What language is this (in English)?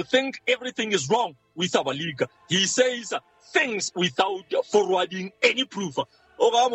Southern Sotho